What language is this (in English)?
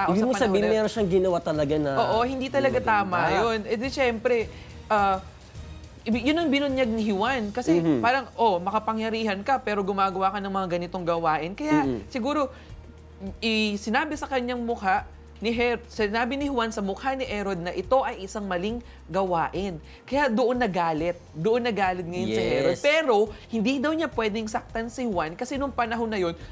Filipino